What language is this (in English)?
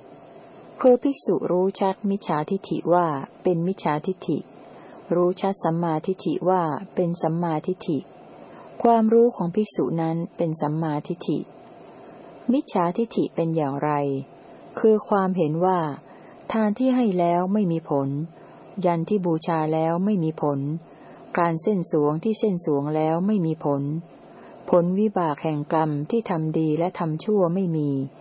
Thai